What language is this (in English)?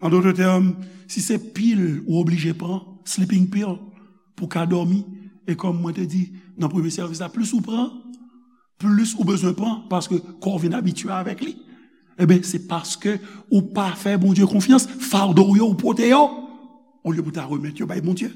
Haitian Creole